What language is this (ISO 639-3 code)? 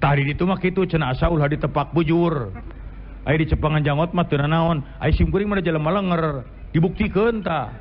sun